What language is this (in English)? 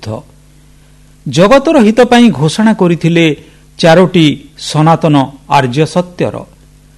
Odia